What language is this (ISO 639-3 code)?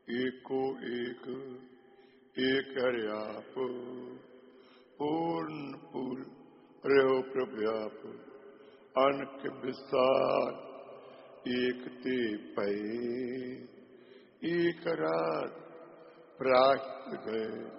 pan